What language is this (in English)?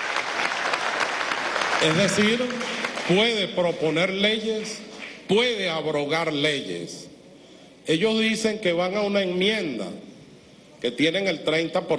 Spanish